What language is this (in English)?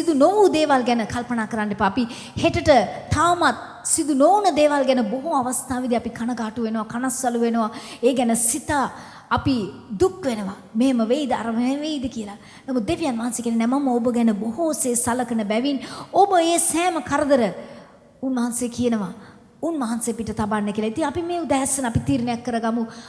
Sinhala